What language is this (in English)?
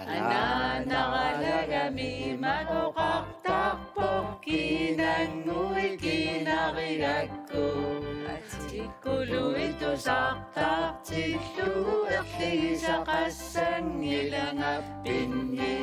Kalaallisut